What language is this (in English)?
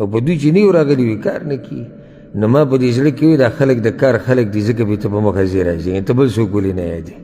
Pashto